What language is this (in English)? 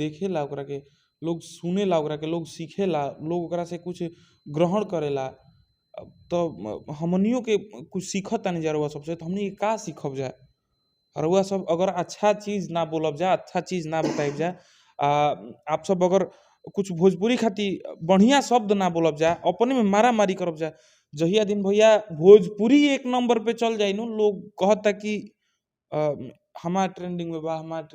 Bhojpuri